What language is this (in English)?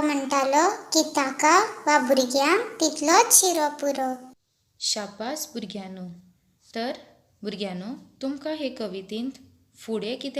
Konkani